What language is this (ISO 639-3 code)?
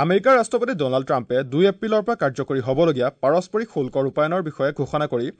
asm